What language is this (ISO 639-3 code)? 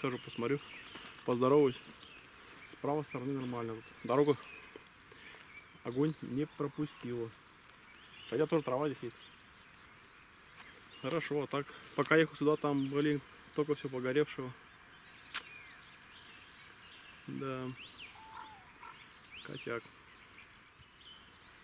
rus